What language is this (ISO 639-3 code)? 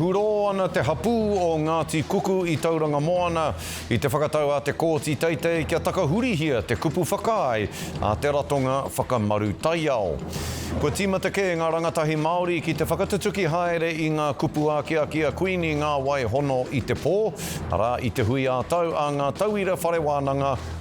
mri